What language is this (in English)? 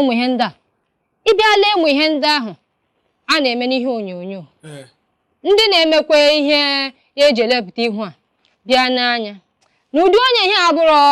Igbo